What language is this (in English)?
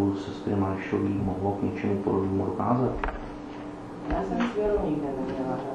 Czech